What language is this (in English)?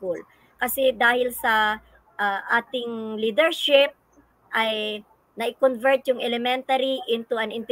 Filipino